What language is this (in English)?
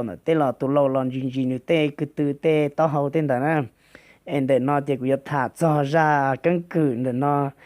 Hmong